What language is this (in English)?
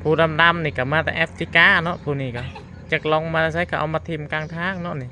Lao